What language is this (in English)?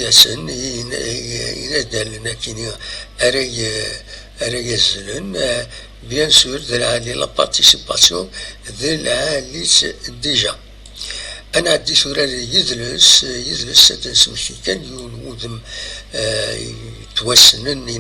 Kabyle